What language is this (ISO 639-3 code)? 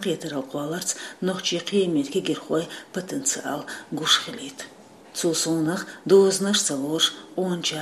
che